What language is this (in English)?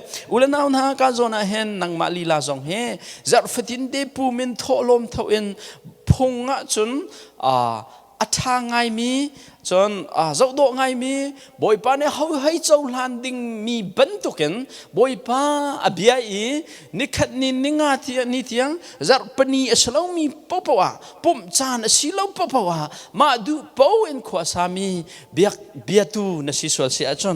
Hakha Chin